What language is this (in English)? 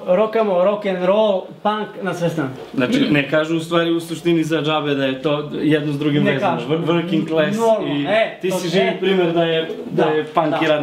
Serbian